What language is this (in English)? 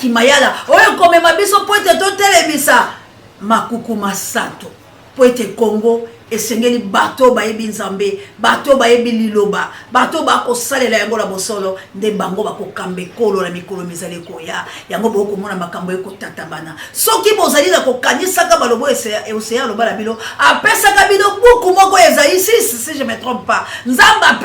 Lingala